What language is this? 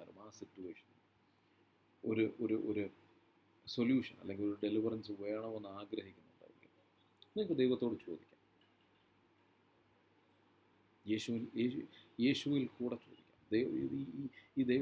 Malayalam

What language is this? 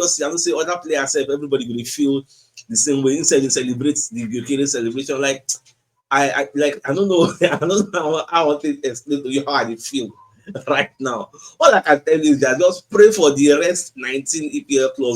Nigerian Pidgin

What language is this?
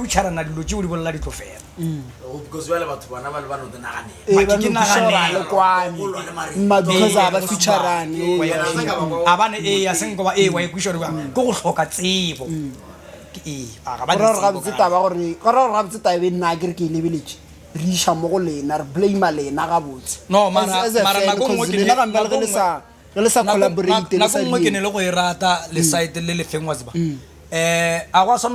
Northern Sotho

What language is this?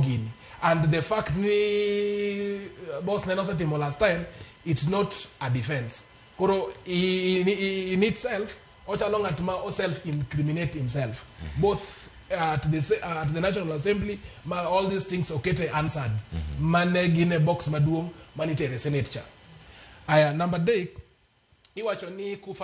Luo (Kenya and Tanzania)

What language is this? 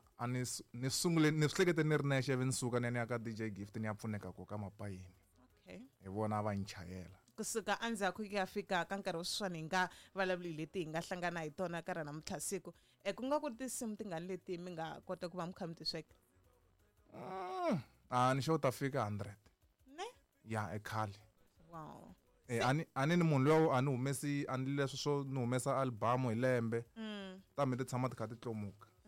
Tsonga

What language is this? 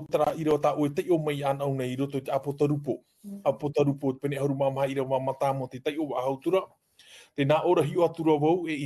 Tahitian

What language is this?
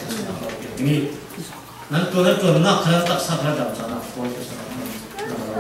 Falam Chin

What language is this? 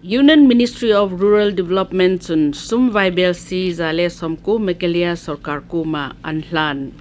Hmar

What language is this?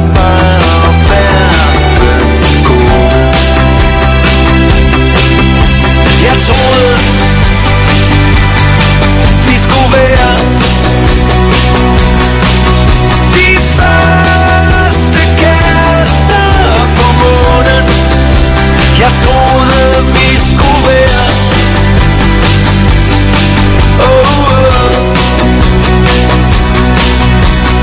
Danish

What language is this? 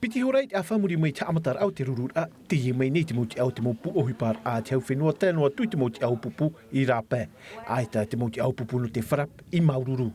Tahitian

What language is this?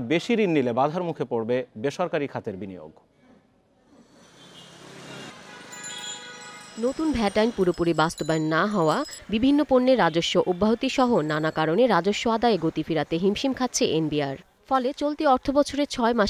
Bangla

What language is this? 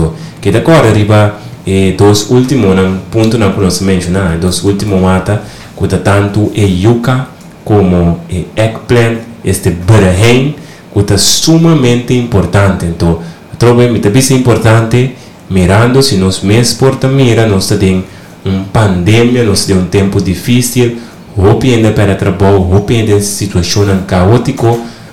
Papiamento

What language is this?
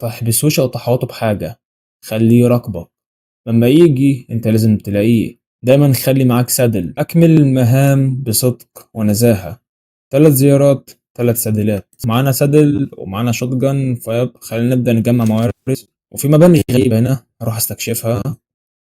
Egyptian Arabic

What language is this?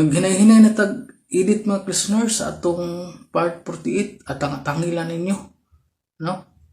Cebuano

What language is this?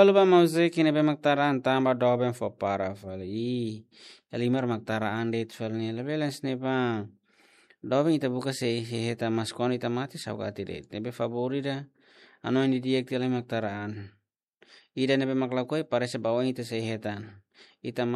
Tetum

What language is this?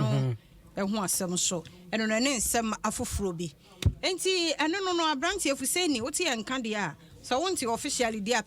Akan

